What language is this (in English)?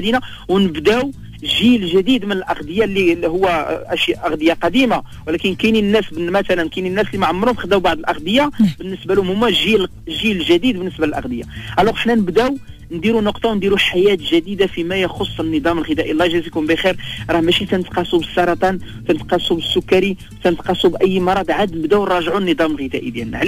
Moroccan Arabic